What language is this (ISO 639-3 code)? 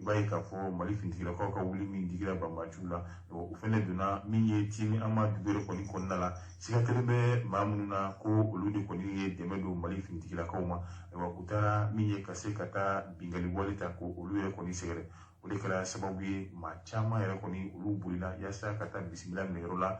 bam